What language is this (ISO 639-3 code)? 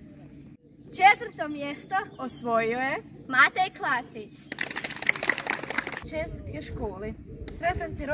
hrv